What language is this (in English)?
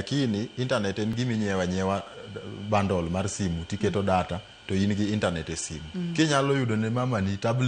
Luo (Kenya and Tanzania)